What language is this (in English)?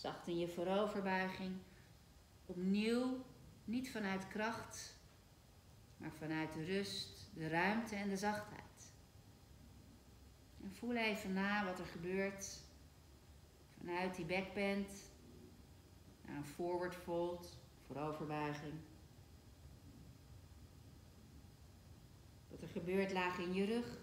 Dutch